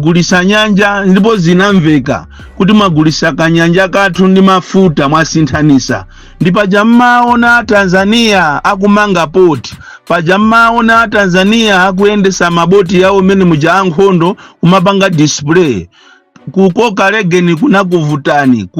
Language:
Nyanja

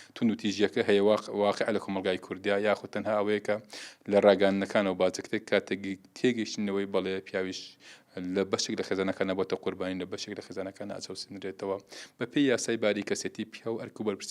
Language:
Central Kurdish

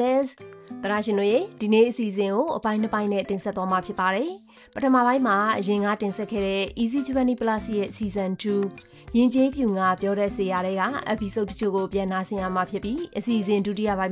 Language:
Burmese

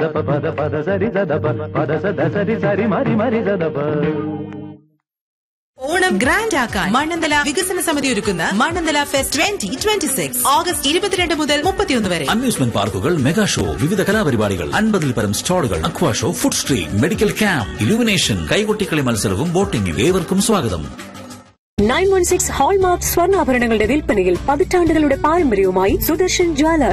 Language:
Malayalam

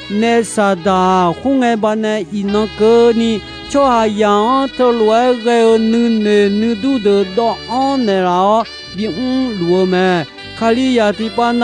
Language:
Akha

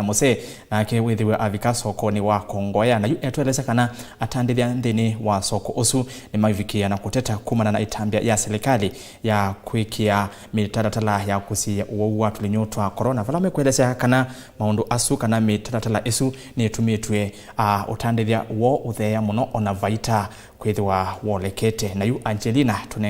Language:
Kamba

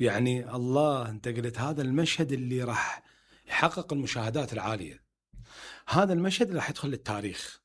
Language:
Mesopotamian Arabic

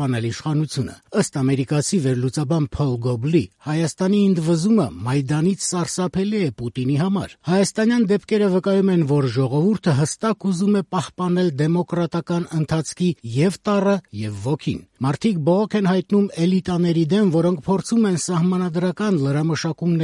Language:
Armenian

